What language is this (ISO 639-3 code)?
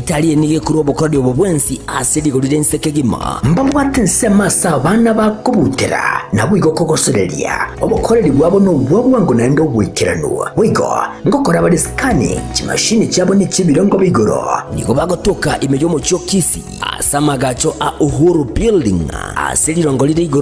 guz